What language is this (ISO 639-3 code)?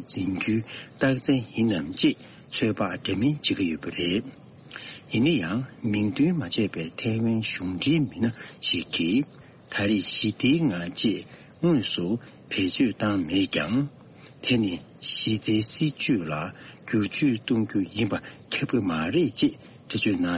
bod